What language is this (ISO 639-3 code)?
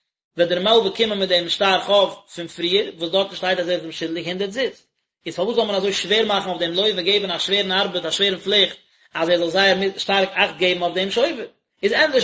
yid